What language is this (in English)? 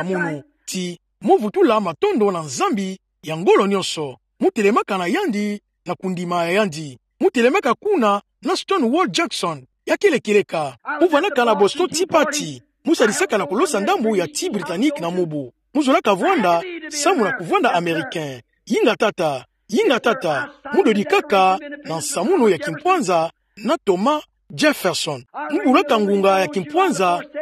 Kituba (Democratic Republic of Congo)